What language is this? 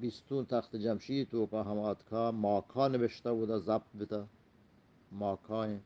Eastern Balochi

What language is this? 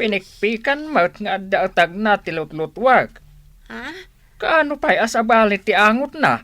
Iloko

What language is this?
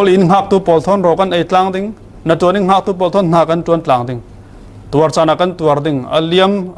Falam Chin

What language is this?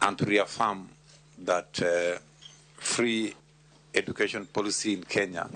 Luo (Kenya and Tanzania)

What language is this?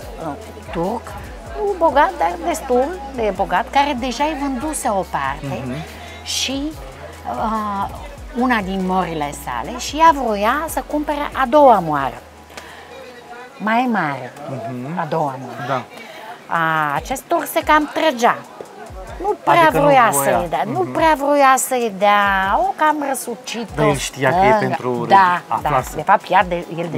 Romanian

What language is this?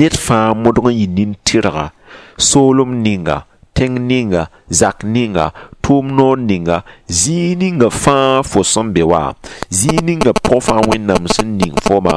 Mossi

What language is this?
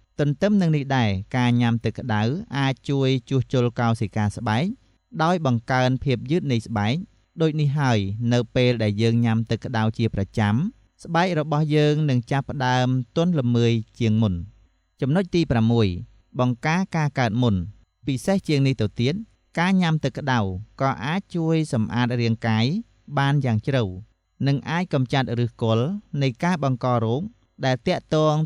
Khmer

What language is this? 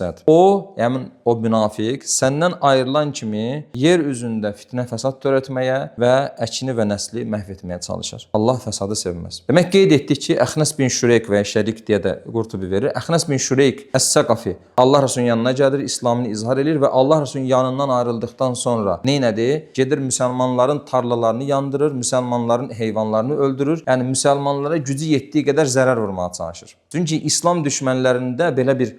Azerbaijani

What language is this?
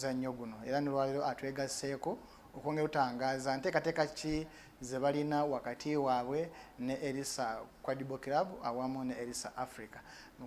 Ganda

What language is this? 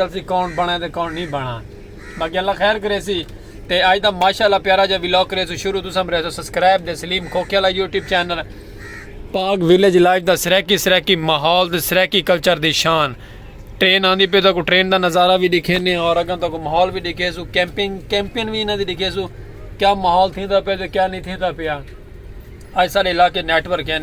Saraiki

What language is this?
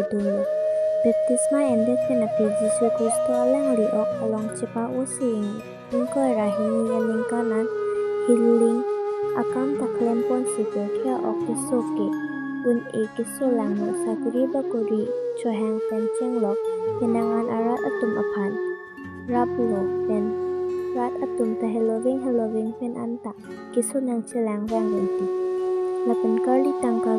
Karbi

